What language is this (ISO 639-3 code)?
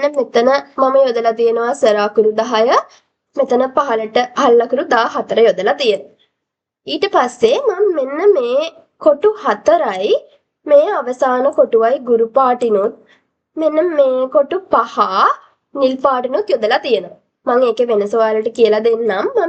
sin